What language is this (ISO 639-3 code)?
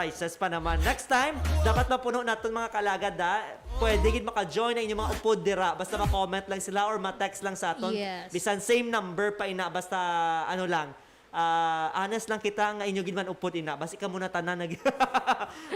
hil